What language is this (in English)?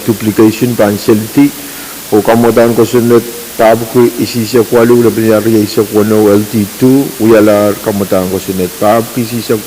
Pohnpeian